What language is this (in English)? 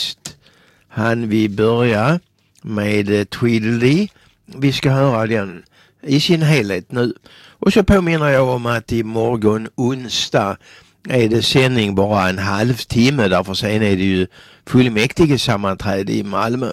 Swedish